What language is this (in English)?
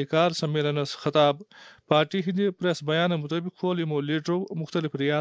Kashmiri